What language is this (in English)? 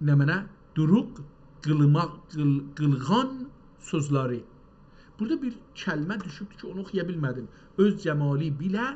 South Azerbaijani